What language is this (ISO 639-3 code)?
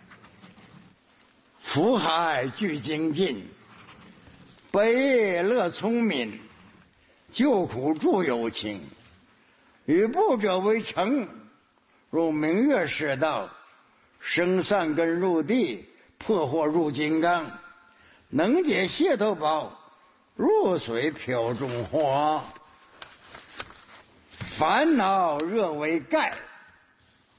zho